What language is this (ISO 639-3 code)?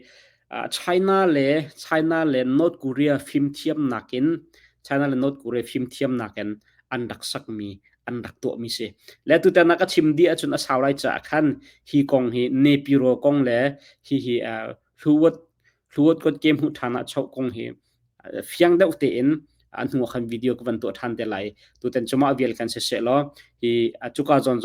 cnh